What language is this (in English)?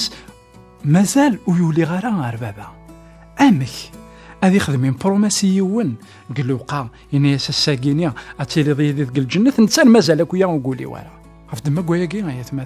Kabyle